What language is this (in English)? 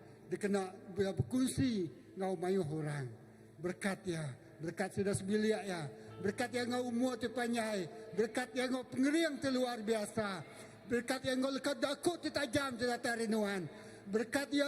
Iban